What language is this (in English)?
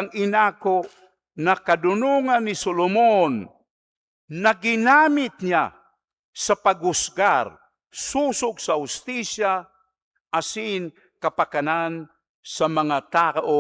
Bikol